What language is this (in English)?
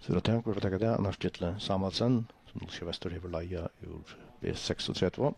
Faroese